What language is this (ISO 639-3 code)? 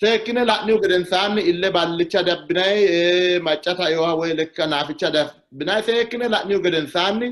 sid